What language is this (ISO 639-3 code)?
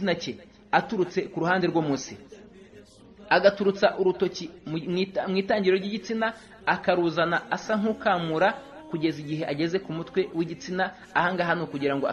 kin